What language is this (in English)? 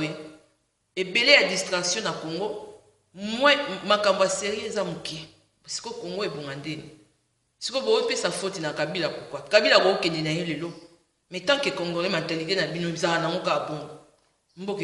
Lingala